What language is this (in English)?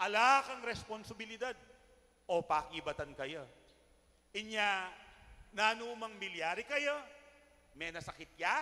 Pampanga